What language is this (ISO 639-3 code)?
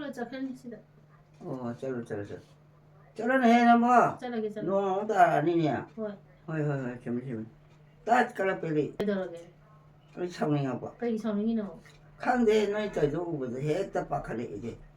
mni